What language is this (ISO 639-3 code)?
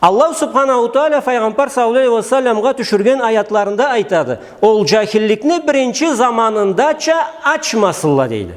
krc